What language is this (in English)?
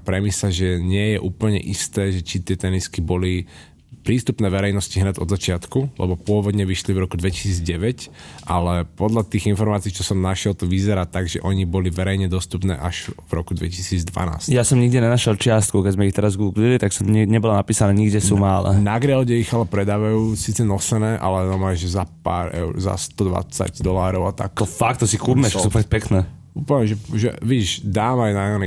Slovak